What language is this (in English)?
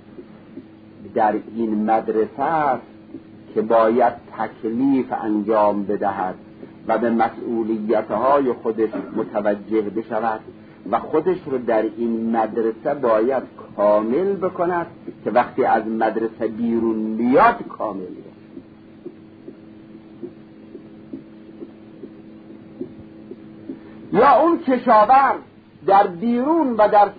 Persian